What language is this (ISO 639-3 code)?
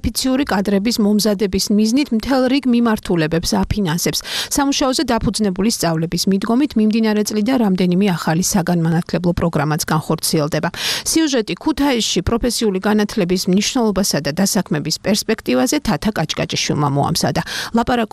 kat